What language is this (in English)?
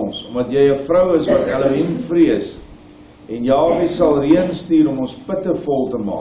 Afrikaans